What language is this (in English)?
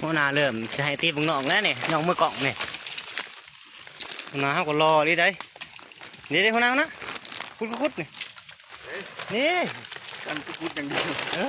Lao